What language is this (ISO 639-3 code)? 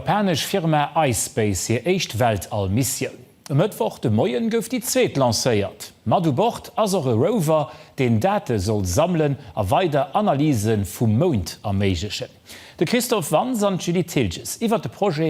ltz